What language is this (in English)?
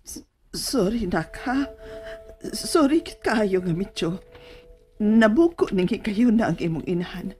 Cebuano